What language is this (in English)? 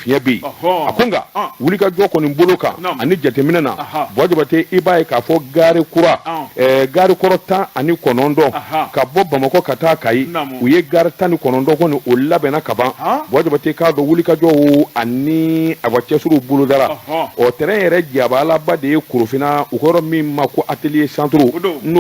Bambara